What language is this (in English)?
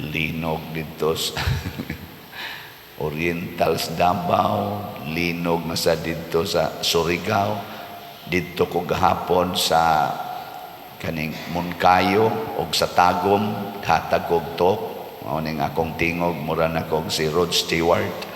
Cebuano